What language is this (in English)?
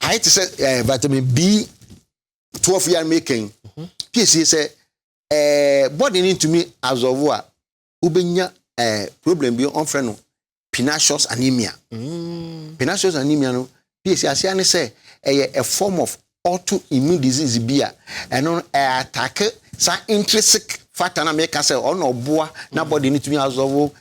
Akan